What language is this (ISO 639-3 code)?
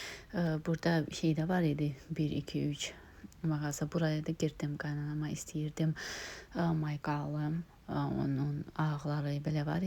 aze